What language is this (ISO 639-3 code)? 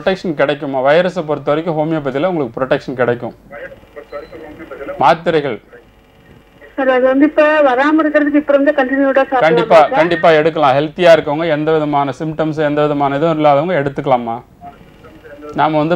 tam